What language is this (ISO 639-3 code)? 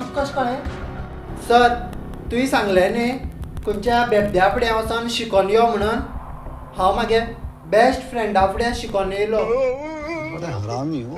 kok